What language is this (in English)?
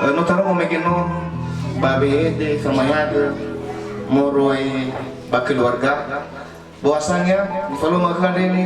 Nias